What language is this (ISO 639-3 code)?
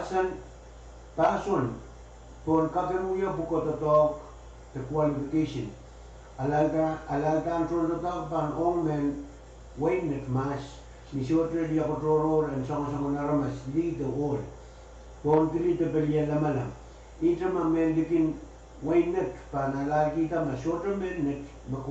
pon